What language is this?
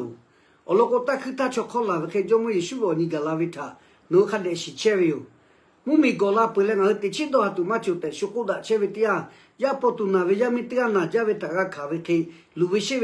Lahu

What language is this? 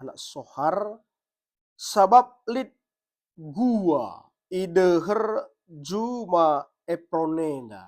Batak Karo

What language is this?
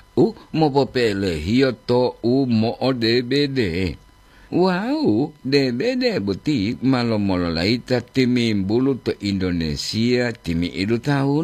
Gorontalo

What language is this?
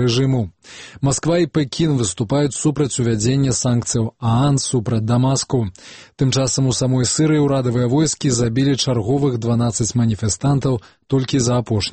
Belarusian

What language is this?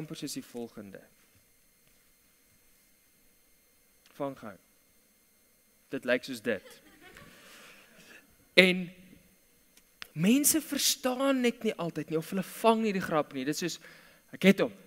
Afrikaans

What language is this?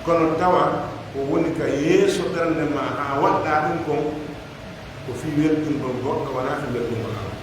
Pular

